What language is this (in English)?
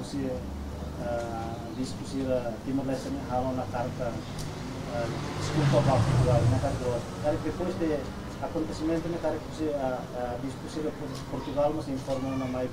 Tetum